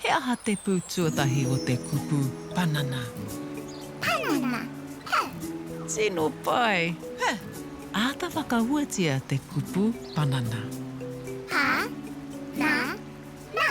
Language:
Māori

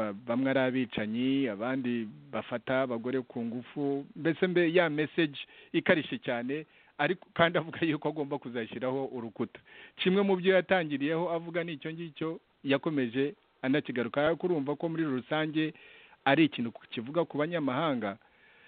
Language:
Kinyarwanda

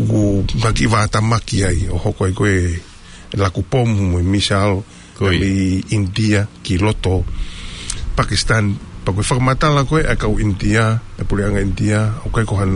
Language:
Tongan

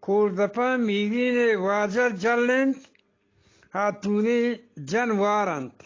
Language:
Eastern Balochi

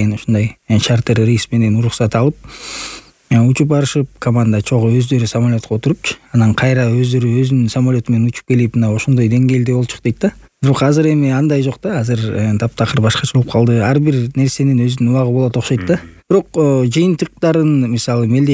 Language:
Kyrgyz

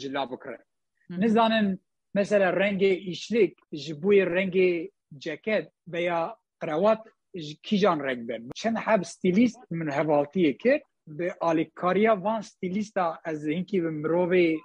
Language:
Kurdish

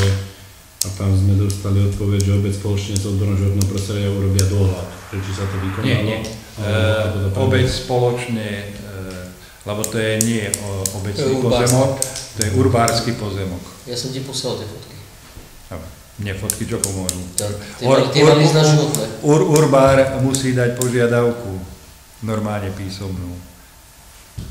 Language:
Slovak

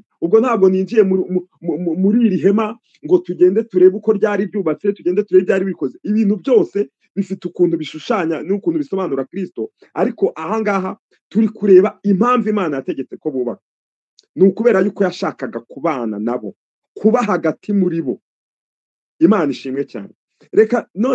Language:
Kinyarwanda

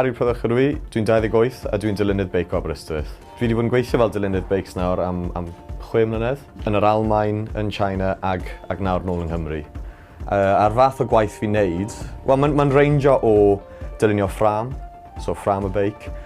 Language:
Welsh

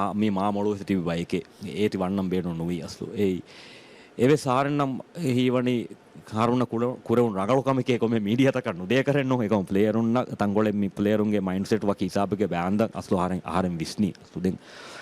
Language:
Divehi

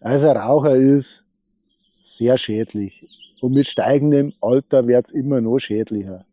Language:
Bavarian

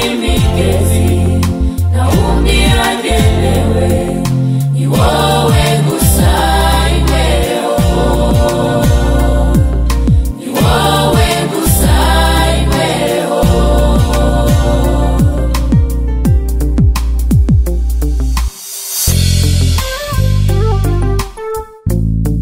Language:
Kinyarwanda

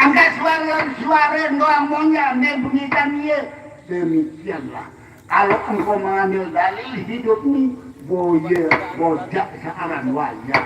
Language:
Sasak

